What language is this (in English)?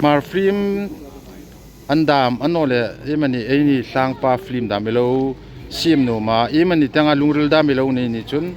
Hmar